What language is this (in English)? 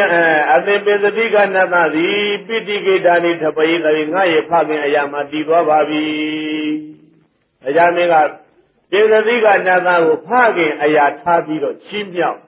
Burmese